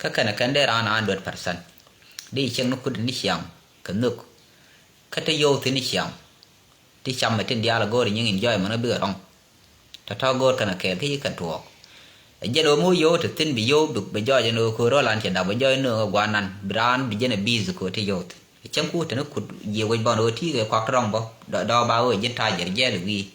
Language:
Nuer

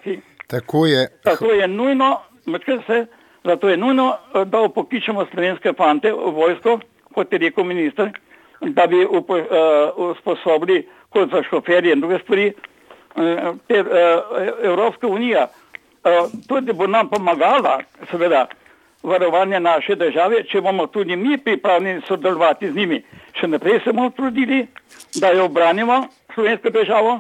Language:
Slovenian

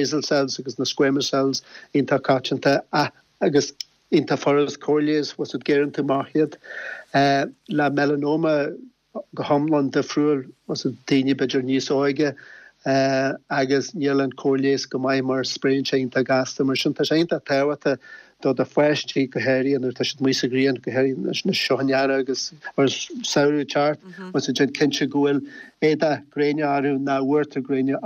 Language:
Irish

